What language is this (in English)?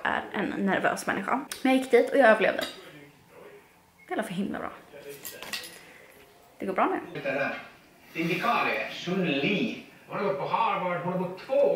Swedish